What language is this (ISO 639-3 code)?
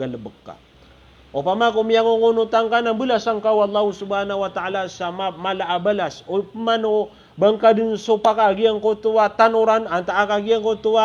mrw